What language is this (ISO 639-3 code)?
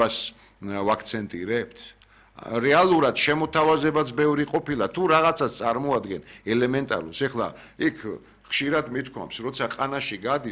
kat